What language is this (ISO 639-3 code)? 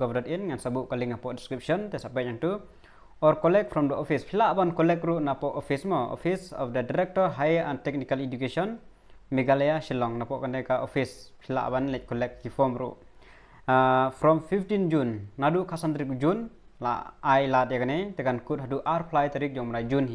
kha